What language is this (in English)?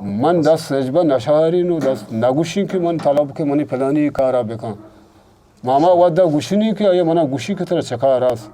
Eastern Balochi